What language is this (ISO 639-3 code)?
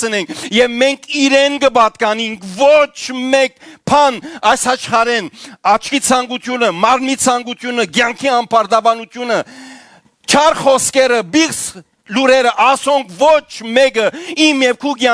hyw